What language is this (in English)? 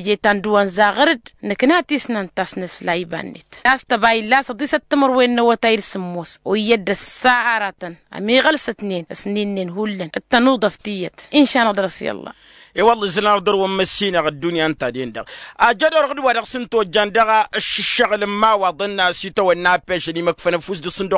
Tamasheq